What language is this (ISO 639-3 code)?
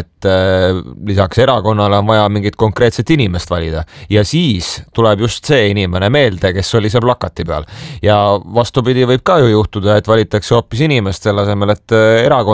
est